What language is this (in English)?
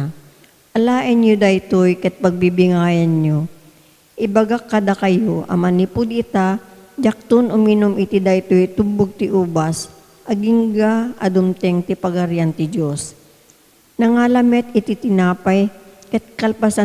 Iloko